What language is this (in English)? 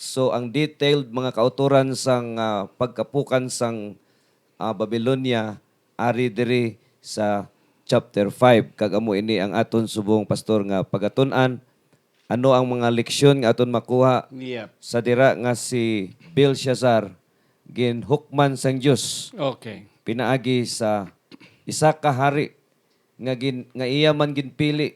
Hiligaynon